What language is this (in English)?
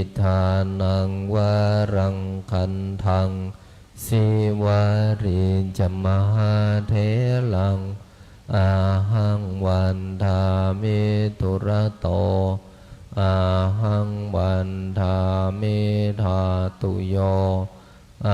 Pali